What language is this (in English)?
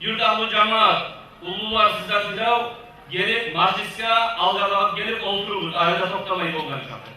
Kumyk